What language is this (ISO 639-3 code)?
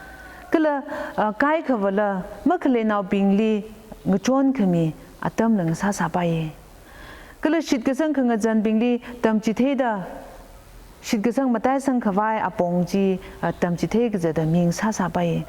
nmf